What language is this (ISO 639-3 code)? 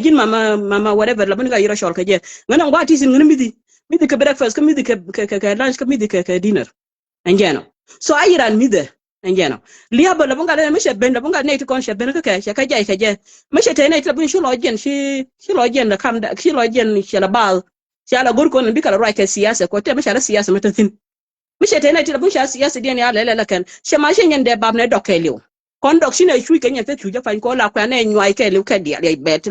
nus